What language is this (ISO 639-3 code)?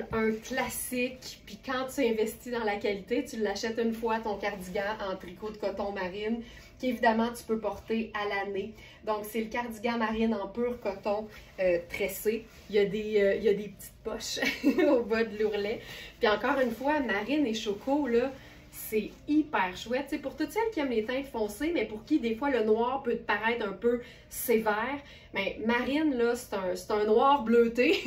fra